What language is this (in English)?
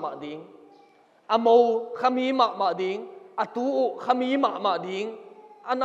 Tedim Chin